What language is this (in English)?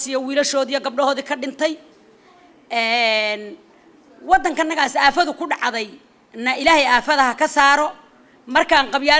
Somali